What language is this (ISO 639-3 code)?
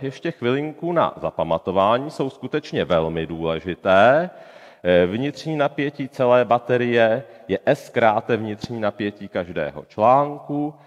ces